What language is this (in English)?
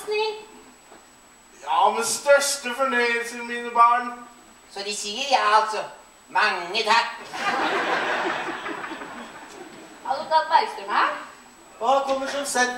Norwegian